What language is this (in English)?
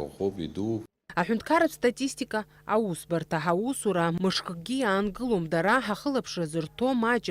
Abkhazian